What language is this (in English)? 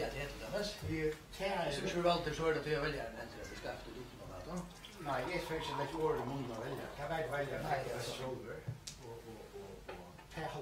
Faroese